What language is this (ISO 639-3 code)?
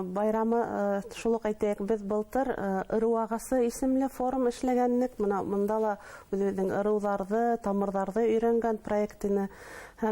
bak